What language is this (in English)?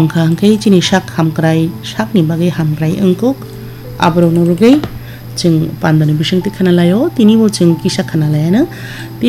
Kok Borok